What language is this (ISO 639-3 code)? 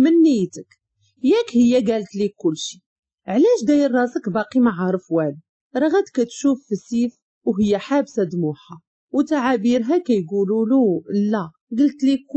ary